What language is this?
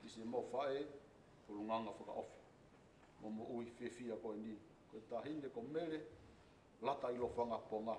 Tongan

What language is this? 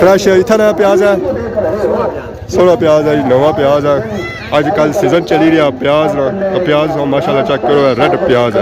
Pahari-Potwari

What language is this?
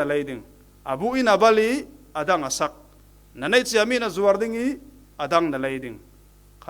Falam Chin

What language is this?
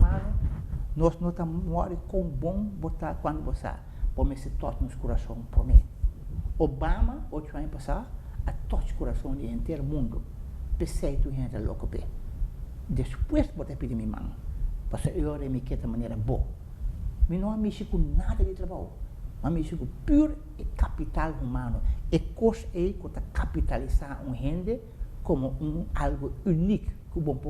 Papiamento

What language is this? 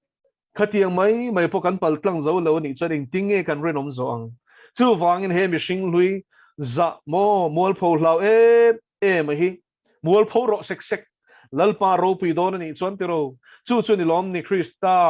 Mizo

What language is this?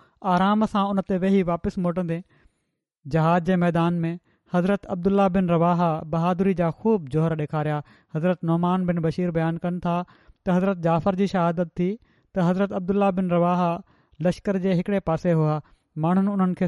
Sindhi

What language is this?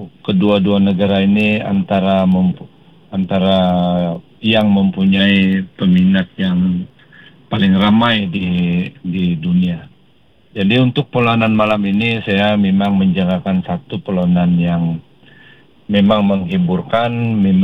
Malay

